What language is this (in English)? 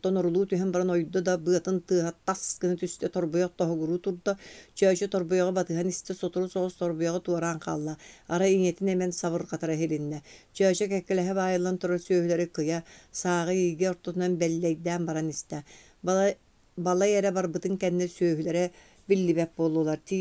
Yakut